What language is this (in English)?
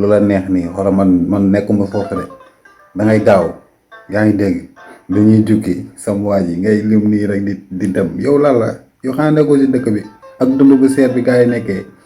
Wolof